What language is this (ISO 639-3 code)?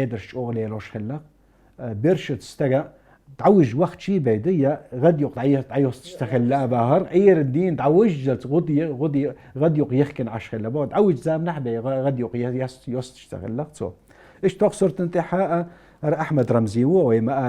che